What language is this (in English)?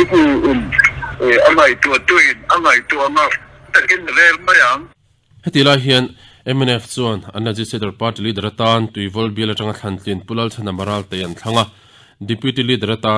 Mizo